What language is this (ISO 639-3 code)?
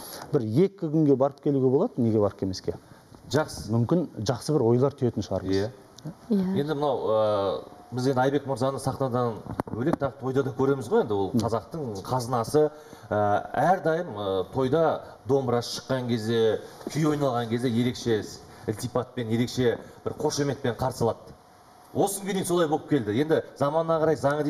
kaz